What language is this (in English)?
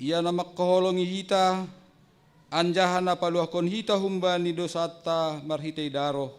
Batak Simalungun